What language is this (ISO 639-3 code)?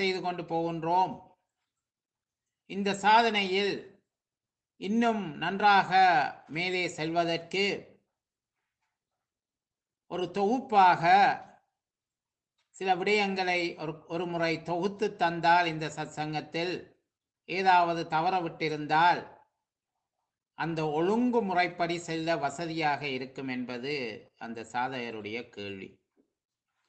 tam